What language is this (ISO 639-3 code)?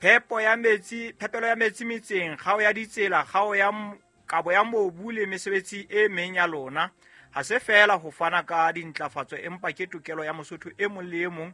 sot